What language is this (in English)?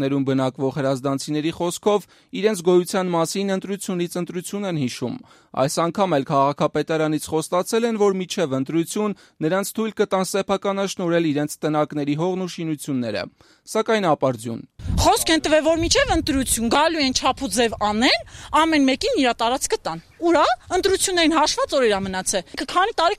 Armenian